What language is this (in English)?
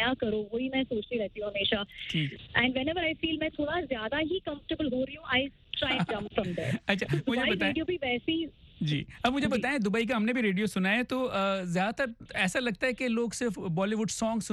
Hindi